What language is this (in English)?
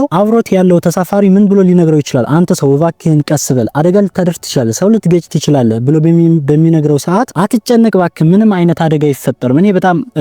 Amharic